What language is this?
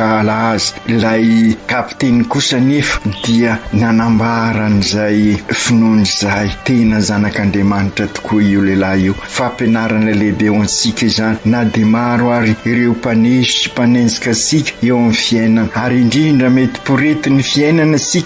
Malagasy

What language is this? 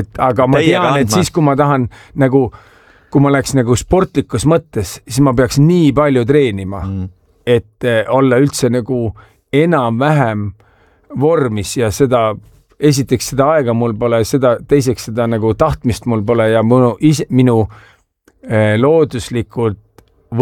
Estonian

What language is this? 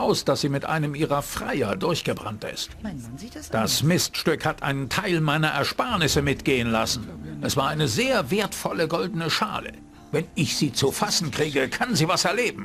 Bavarian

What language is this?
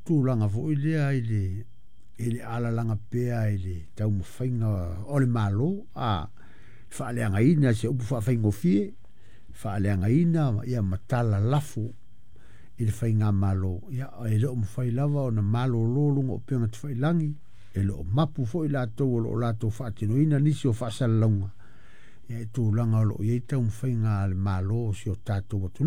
Samoan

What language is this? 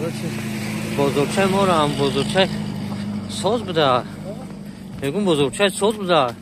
Tajik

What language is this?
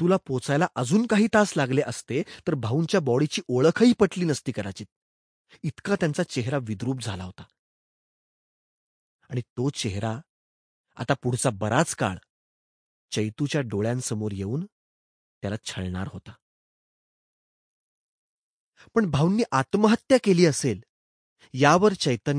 Marathi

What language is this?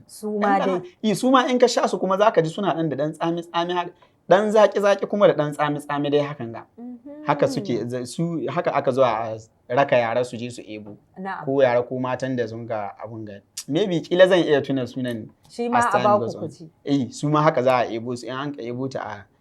Hausa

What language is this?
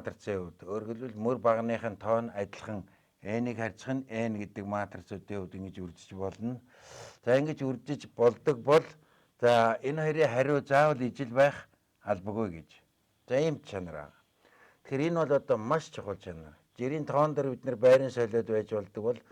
Mongolian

